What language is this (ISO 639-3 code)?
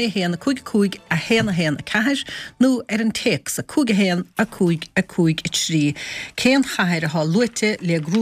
gle